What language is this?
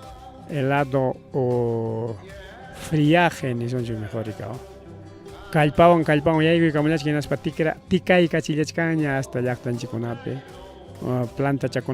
Ayacucho Quechua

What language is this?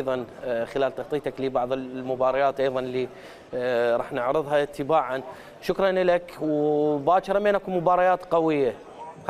Mesopotamian Arabic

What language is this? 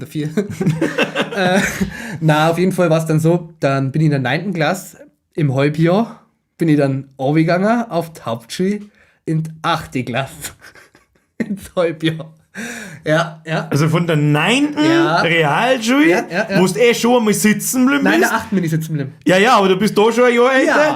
Bavarian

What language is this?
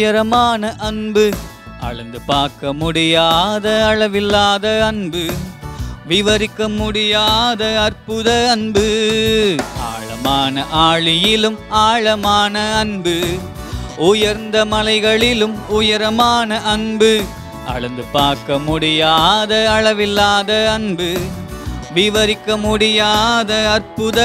Tamil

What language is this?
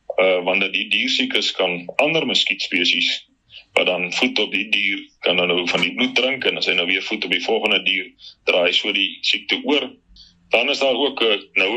Afrikaans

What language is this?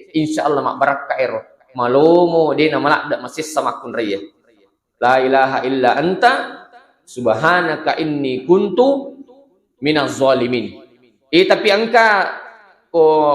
Buginese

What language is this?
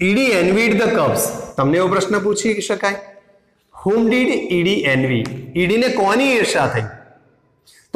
Gujarati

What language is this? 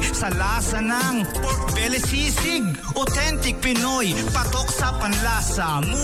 Filipino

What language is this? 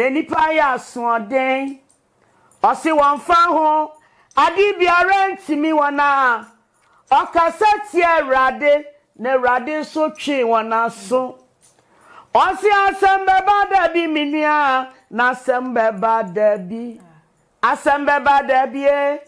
Akan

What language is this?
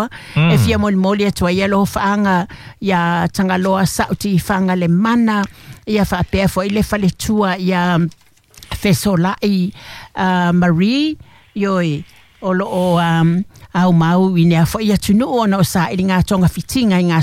Samoan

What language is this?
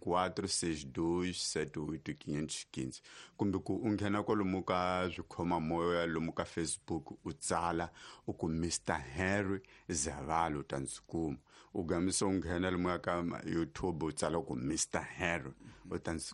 Tsonga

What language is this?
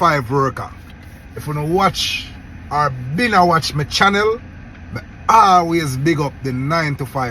Jamaican Creole English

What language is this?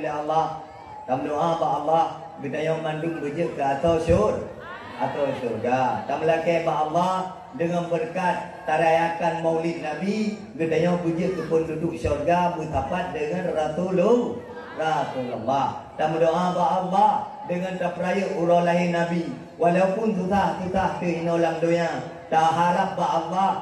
Achinese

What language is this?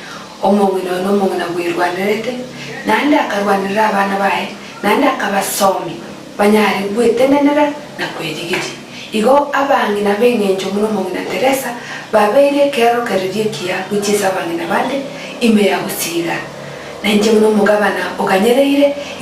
Gusii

